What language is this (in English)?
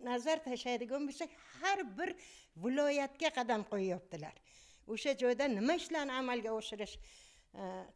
Uzbek